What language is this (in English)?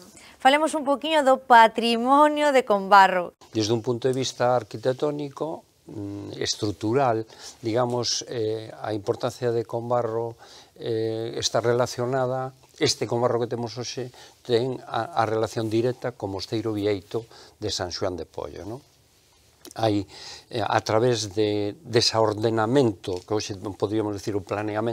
Galician